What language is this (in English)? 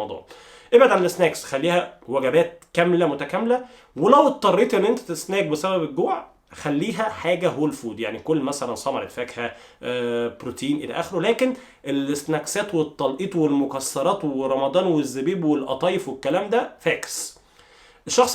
Egyptian Arabic